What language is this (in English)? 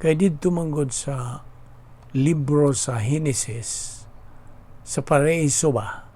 Cebuano